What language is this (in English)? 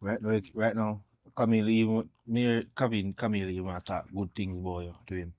Jamaican Creole English